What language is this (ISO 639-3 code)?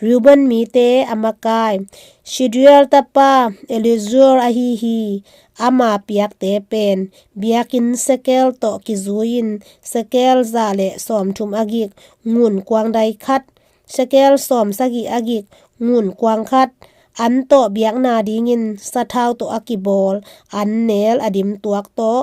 ctd